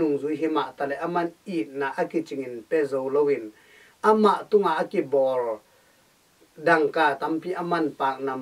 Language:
Tedim Chin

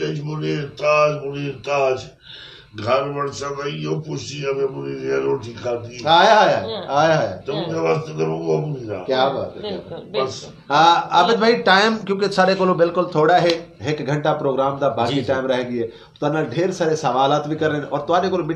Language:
Saraiki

